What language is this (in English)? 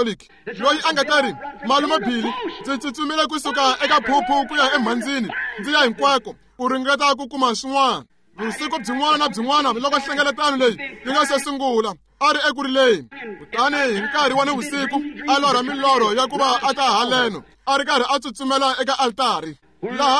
Tsonga